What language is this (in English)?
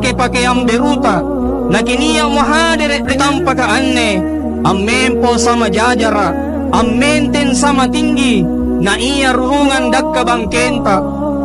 Makasar